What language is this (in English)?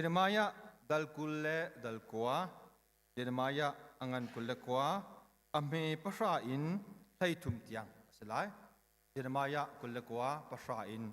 Hakha Chin